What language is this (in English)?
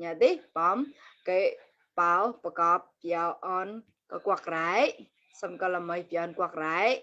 Mon